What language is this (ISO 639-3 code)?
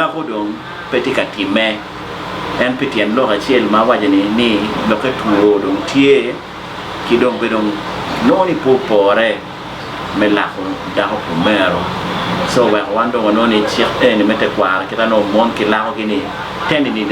ach